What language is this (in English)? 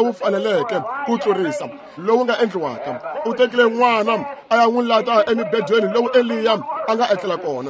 Tsonga